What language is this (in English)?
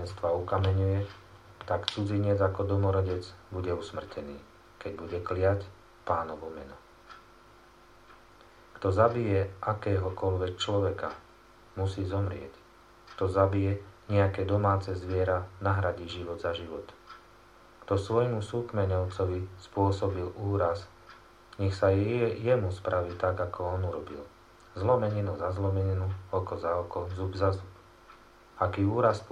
Slovak